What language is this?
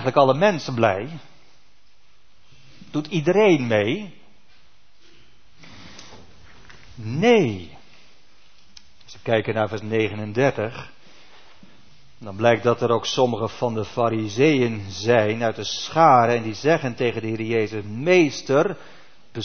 Dutch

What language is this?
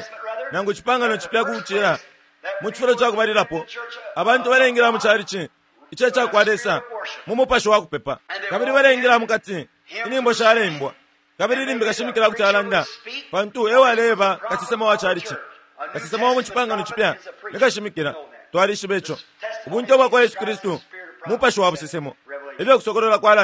Bemba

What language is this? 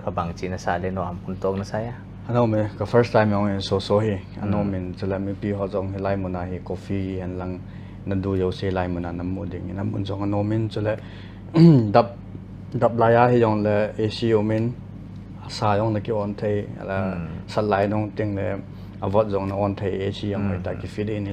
Paite Chin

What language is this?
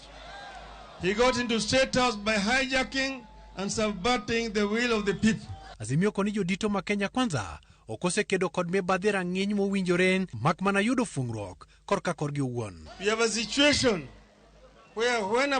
Luo (Kenya and Tanzania)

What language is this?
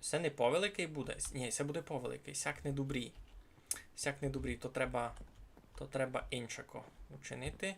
Rusyn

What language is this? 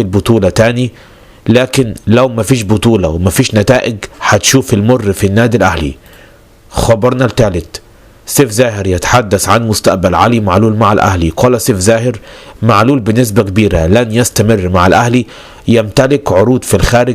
Egyptian Arabic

